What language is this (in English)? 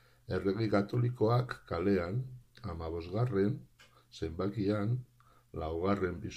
Basque